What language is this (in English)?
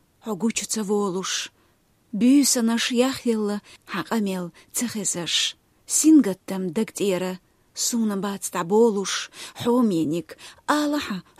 Chechen